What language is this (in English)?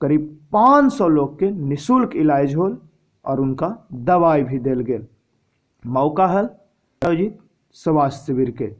Magahi